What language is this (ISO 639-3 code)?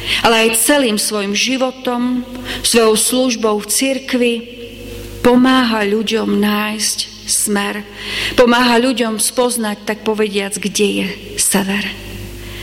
slk